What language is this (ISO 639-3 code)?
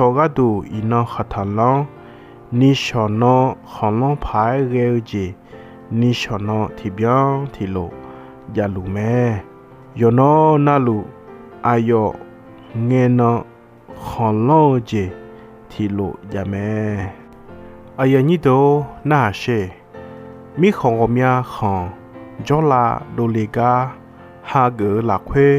ahk